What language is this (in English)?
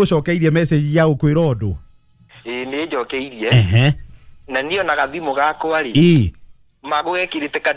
Kikuyu